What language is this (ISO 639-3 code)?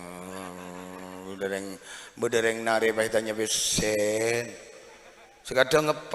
mad